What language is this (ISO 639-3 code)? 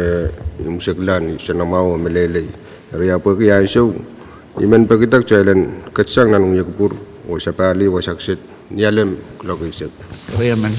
pon